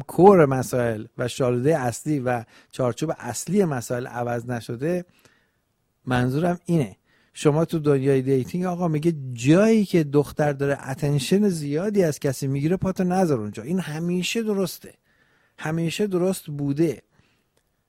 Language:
Persian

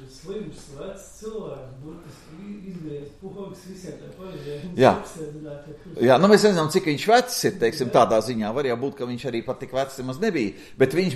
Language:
Latvian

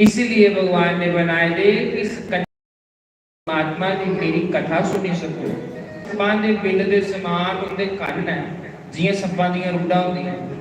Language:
Dogri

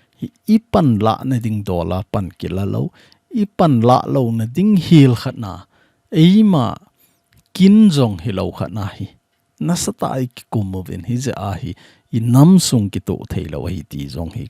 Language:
Thado Chin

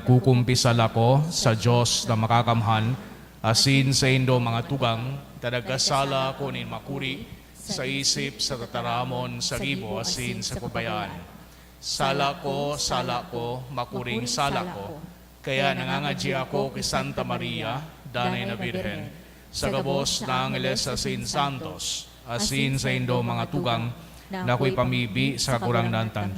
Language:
Bikol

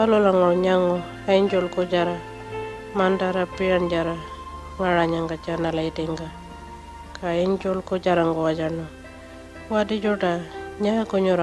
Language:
Pitjantjatjara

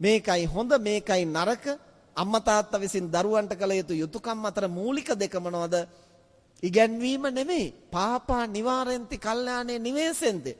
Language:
Sinhala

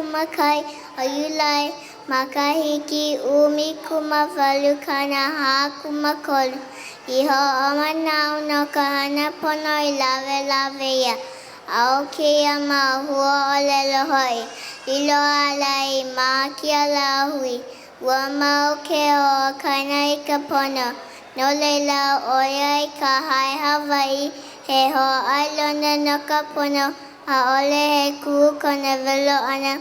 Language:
Hawaiian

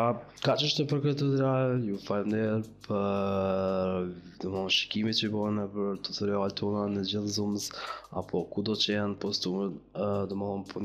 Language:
Albanian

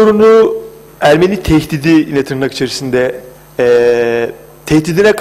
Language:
Turkish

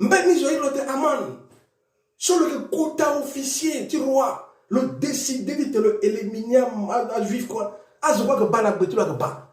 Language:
Sango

